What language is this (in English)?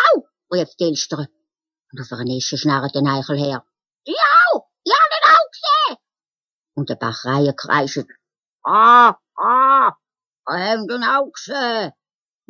Swiss German